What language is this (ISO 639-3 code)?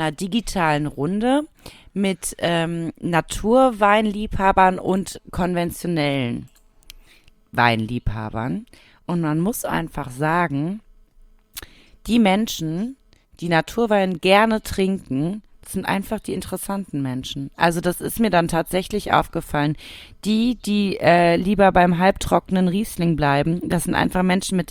deu